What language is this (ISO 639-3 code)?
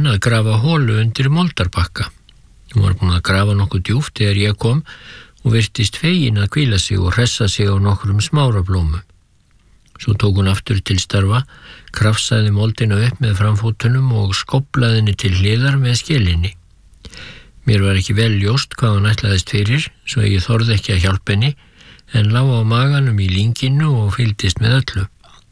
isl